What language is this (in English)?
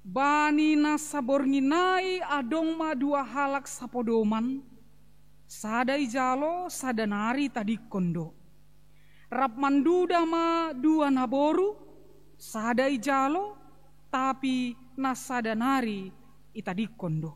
Batak Simalungun